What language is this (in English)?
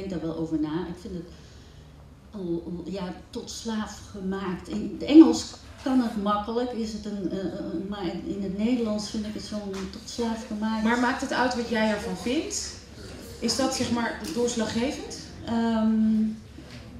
Dutch